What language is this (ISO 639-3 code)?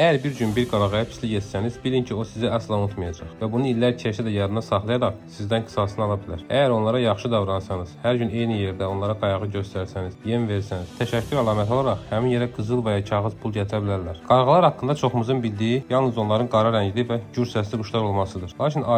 aze